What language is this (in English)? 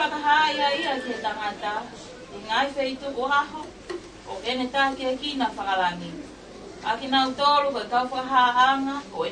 Tongan